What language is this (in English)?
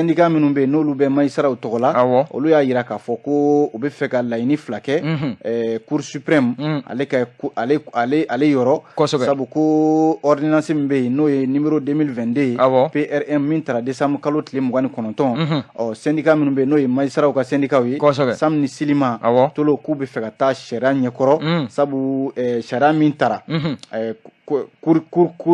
Bambara